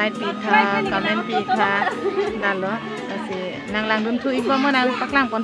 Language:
Karbi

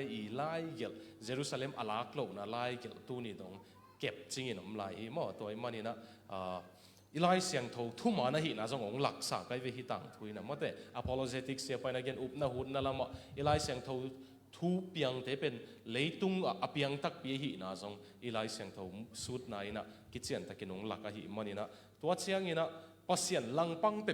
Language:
Tedim Chin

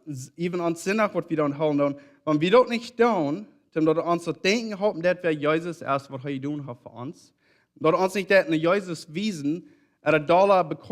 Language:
Plautdietsch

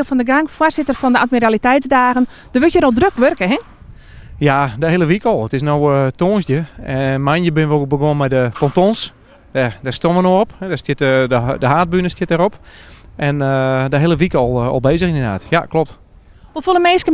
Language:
Western Frisian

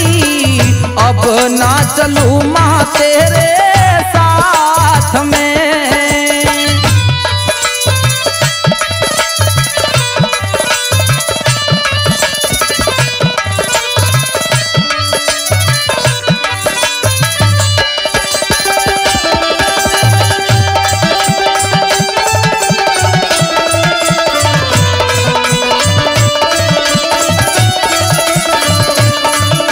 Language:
Haryanvi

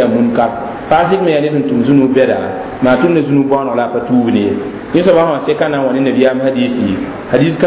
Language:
Mossi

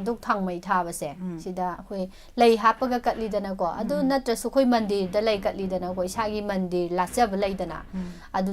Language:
Manipuri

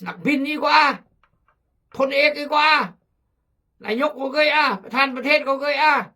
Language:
Khmu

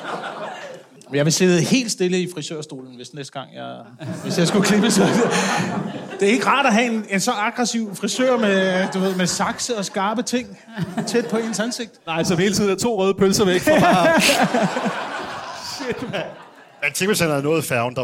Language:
Danish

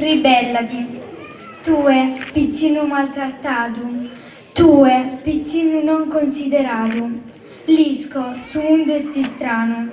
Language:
Sardinian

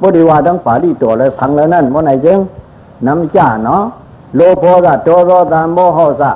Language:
Shan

